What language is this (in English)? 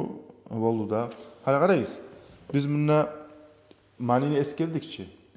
Kumyk